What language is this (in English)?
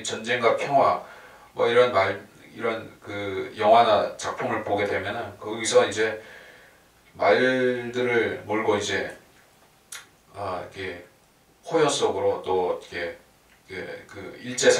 Korean